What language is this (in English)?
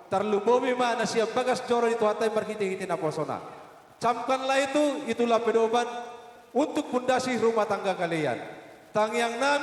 Batak Toba